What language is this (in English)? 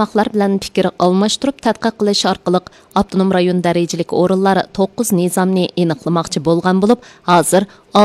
Uyghur